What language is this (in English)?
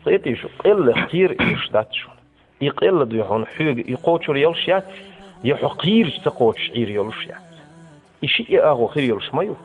Chechen